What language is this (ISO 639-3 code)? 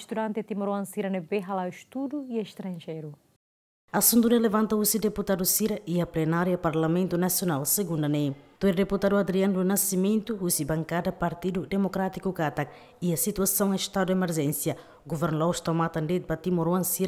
tet